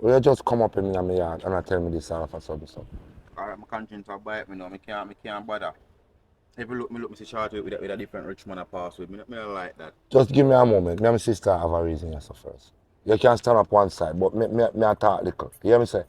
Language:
Jamaican Creole English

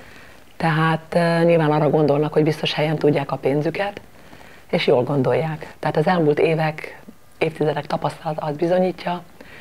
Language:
Hungarian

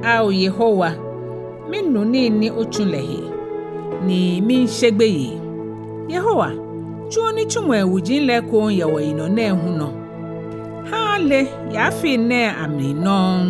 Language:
Ga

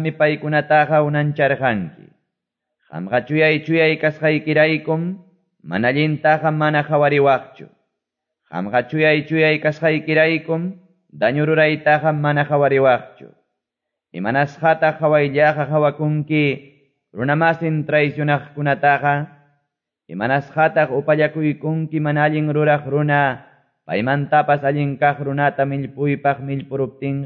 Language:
Quechua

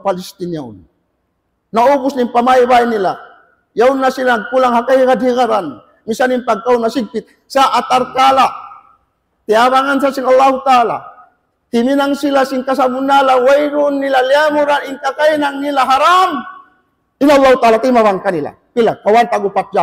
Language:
Tausug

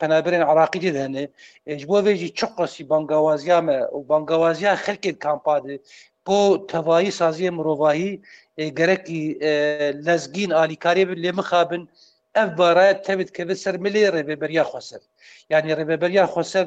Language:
Kurdish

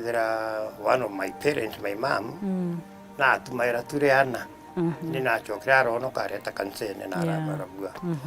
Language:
Meru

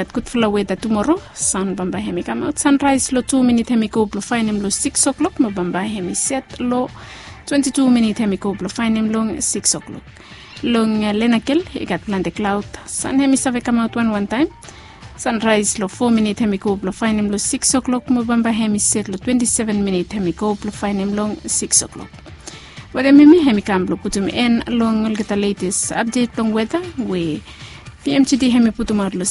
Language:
Bislama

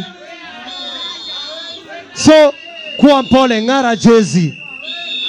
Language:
Swahili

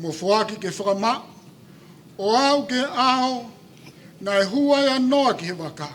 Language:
Tongan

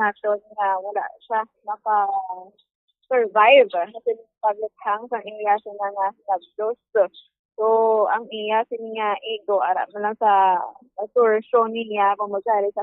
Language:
Hiligaynon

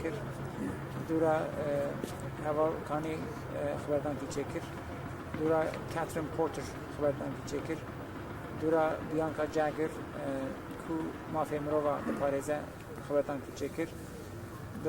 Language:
Kurdish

